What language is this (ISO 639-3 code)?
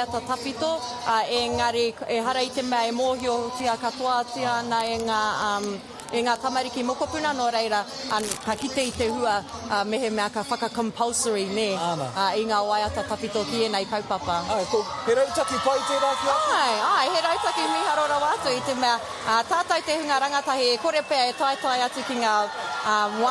mri